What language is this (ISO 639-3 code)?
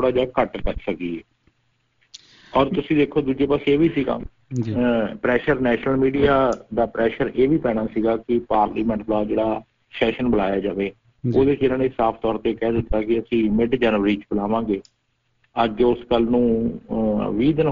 pan